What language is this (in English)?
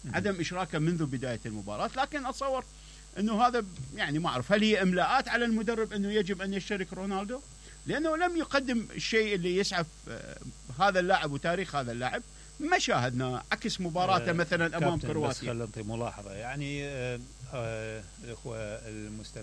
Mesopotamian Arabic